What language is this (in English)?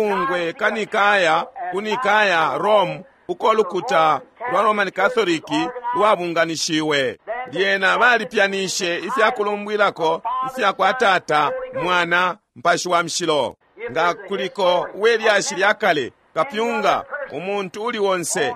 Bemba